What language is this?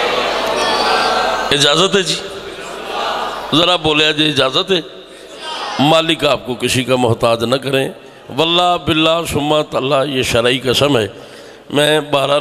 Urdu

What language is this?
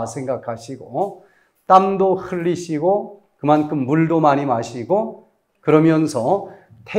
Korean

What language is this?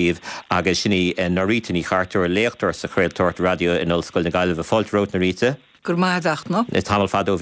Irish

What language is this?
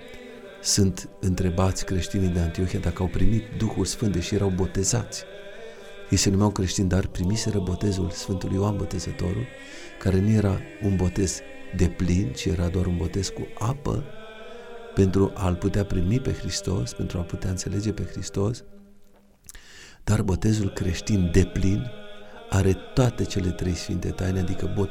Romanian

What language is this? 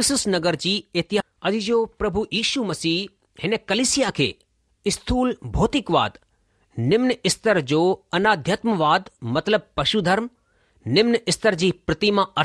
Sindhi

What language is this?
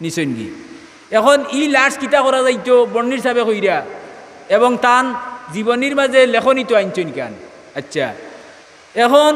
Sylheti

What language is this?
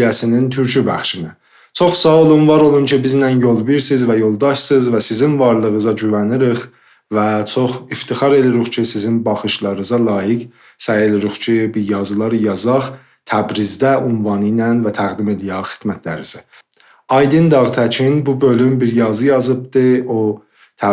South Azerbaijani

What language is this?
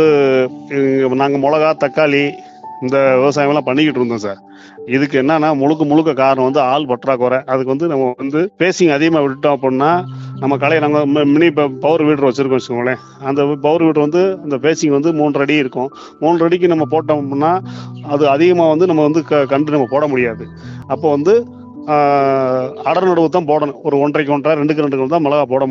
Tamil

